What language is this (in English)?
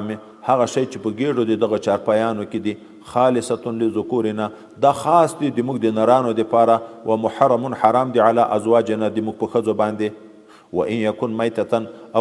Pashto